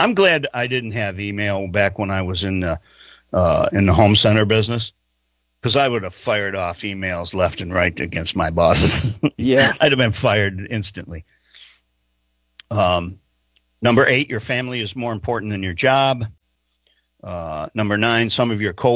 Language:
English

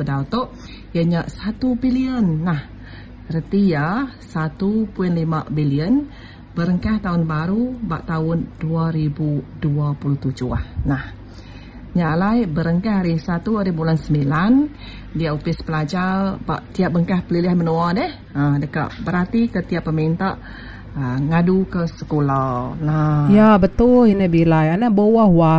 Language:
Iban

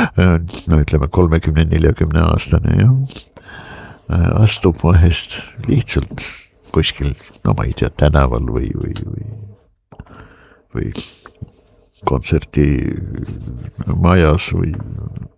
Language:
Estonian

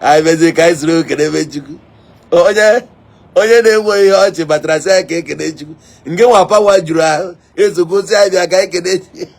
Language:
Igbo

